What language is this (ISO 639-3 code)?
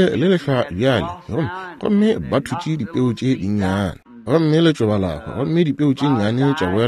nso